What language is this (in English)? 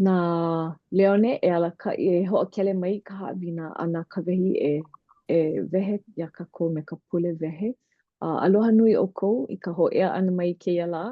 Hawaiian